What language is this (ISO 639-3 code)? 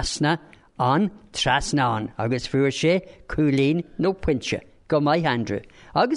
gle